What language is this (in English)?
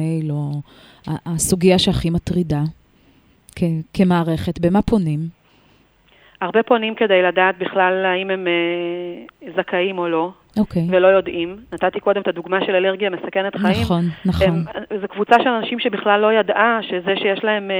Hebrew